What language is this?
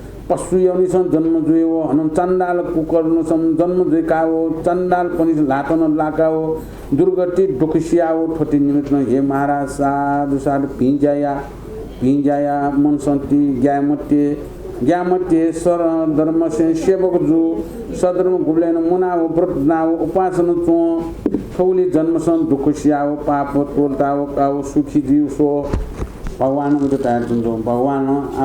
Newari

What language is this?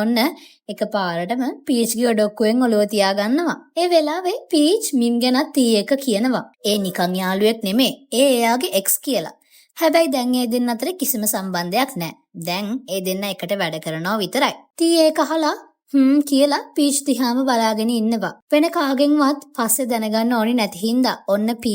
Sinhala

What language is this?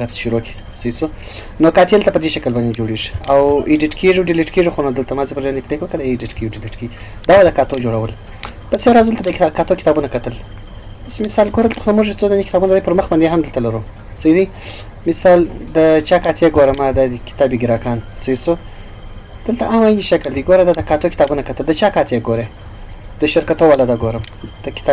Pashto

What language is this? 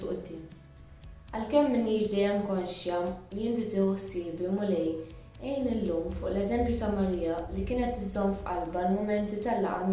Maltese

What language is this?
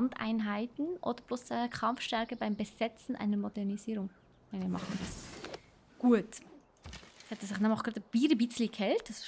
Swiss German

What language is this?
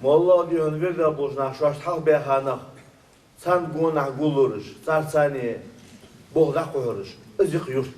Ingush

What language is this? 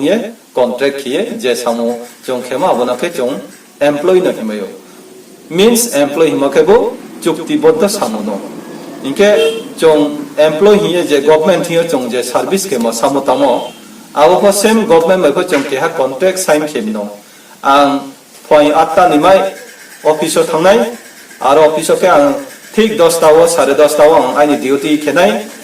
Riang (India)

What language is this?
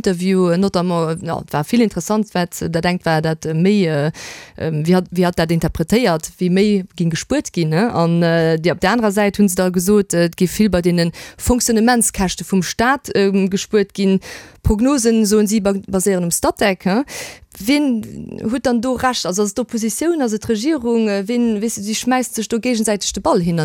Luxembourgish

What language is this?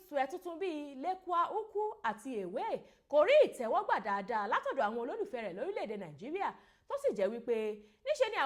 Yoruba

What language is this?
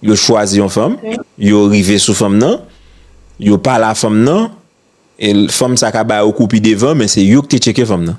Haitian Creole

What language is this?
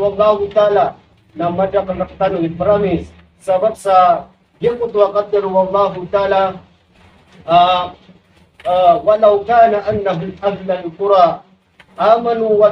Maranao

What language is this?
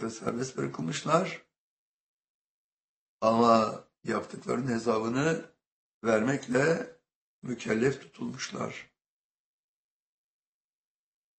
Turkish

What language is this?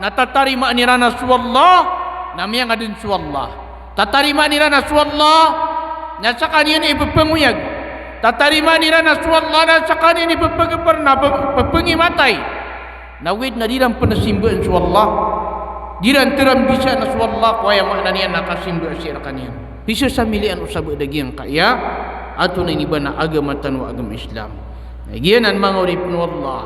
Maranao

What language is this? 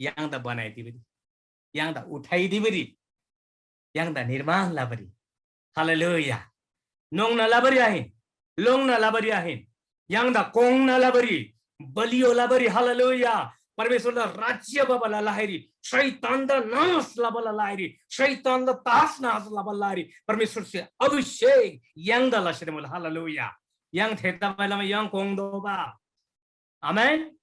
Eastern Tamang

